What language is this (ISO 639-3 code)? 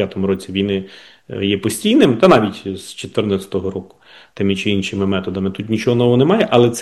ukr